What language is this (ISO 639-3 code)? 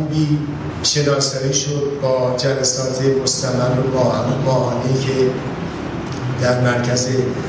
fas